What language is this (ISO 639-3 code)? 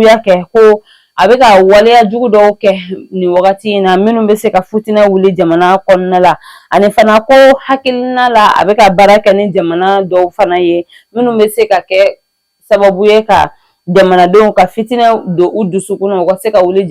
bam